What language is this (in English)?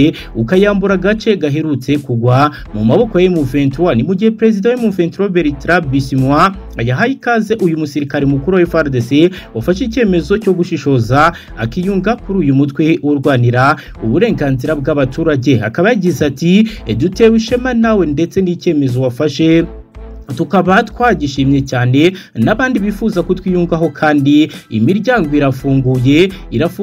Kinyarwanda